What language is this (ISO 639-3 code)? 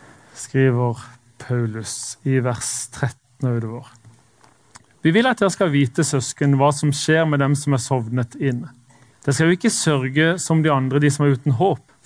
nor